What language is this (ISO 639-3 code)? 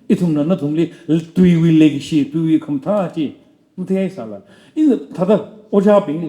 nmf